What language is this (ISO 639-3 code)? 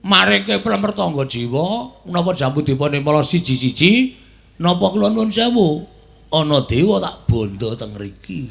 jav